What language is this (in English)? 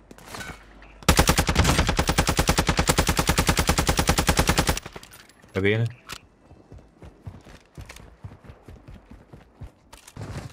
Dutch